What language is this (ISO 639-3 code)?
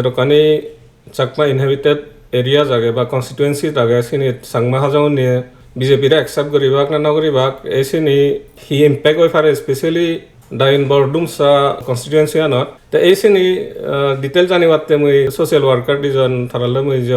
ccp